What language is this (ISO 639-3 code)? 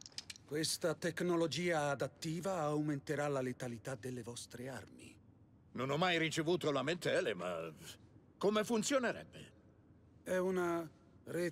ita